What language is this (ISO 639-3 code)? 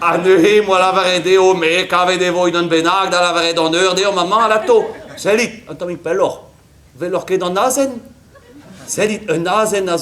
bre